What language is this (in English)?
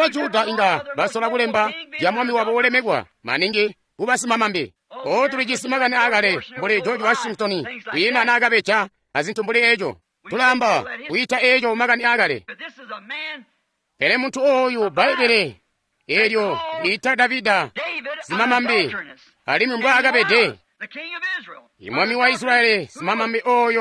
Tonga (Zambia)